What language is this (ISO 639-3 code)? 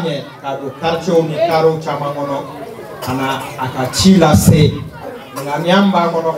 bam